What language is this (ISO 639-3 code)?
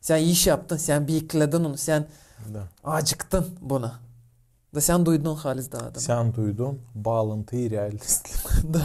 gag